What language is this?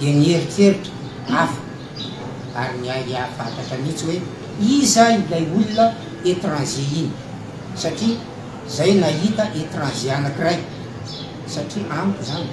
Malagasy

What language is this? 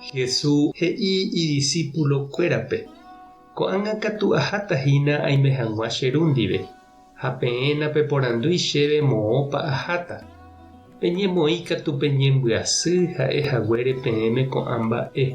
Guarani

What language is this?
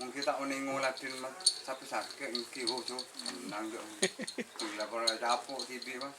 Madurese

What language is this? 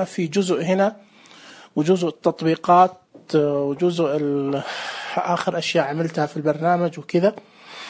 Najdi Arabic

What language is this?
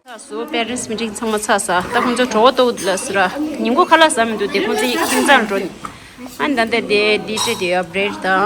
Tibetan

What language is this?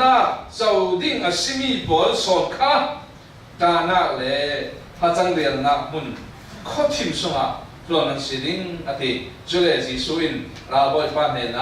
Falam Chin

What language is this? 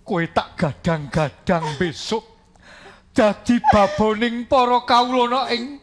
Javanese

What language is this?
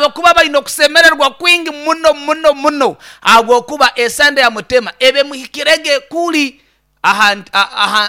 Nyankole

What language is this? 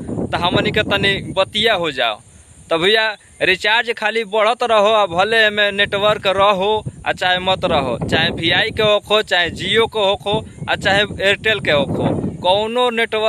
Bhojpuri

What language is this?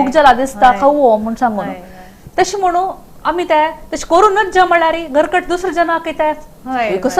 Konkani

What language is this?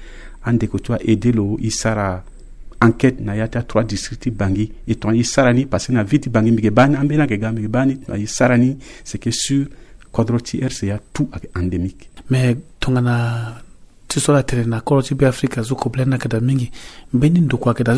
Sango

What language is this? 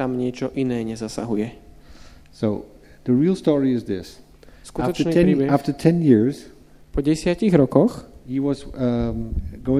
Slovak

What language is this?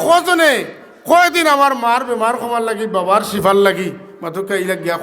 Sylheti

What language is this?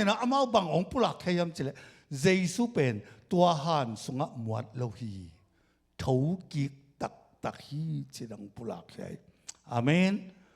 Tedim Chin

